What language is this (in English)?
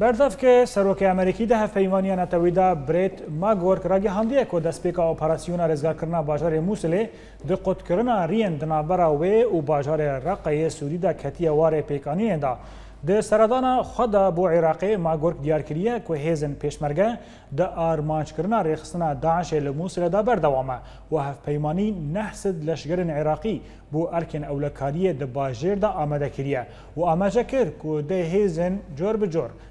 Kurdish